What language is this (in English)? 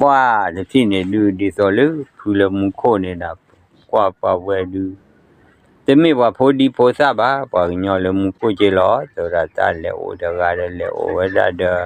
S'gaw Karen